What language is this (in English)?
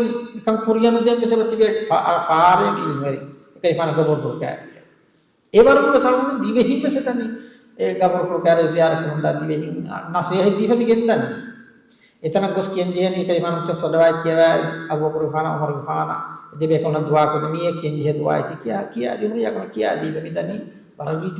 Divehi